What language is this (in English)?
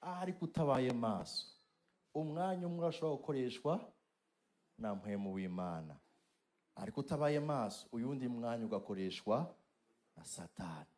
Rundi